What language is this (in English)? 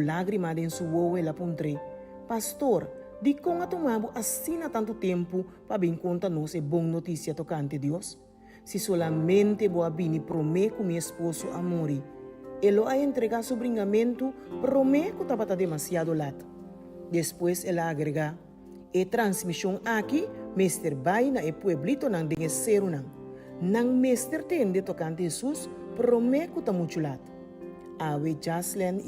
Papiamento